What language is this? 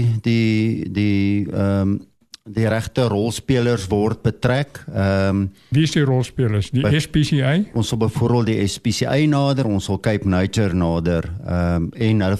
Afrikaans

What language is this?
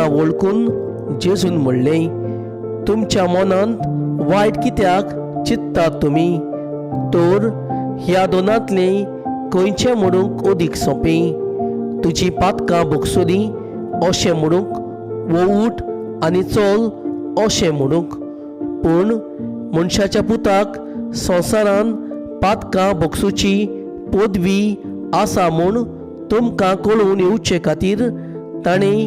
Konkani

